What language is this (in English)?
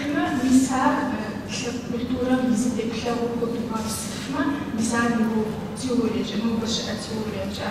Kabardian